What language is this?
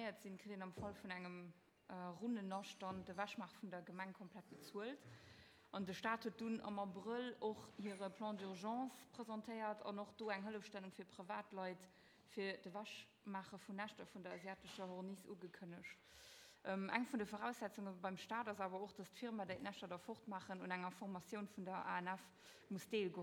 Luxembourgish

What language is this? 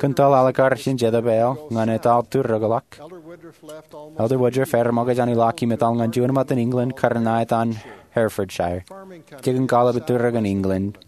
Marshallese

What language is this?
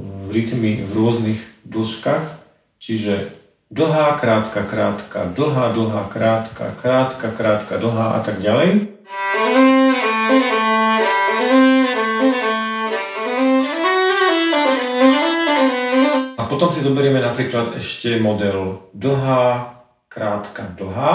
Slovak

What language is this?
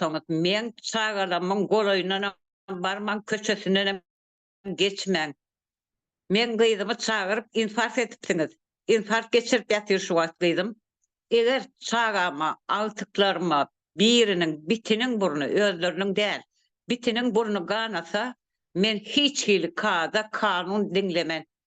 Turkmen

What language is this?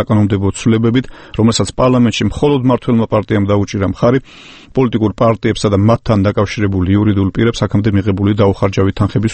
Georgian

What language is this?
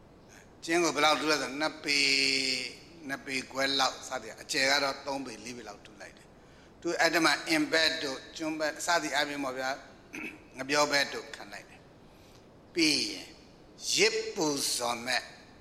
Burmese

